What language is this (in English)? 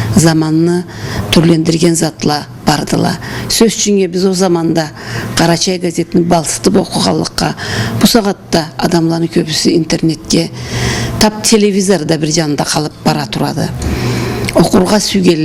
Karachay-Balkar